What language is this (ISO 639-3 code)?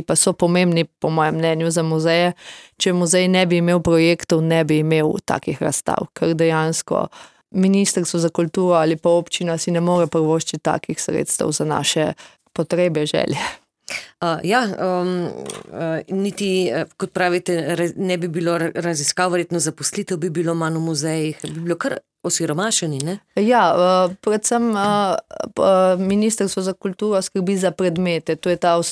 slv